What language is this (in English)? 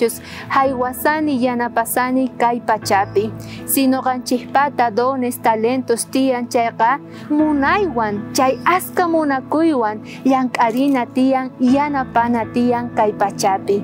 South Bolivian Quechua